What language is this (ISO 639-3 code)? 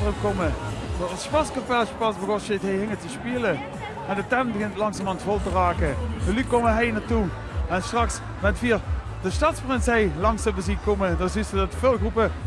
lim